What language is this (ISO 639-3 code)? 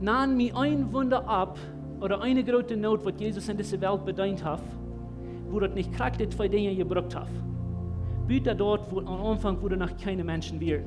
pdt